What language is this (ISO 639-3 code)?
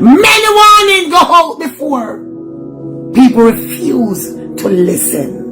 jam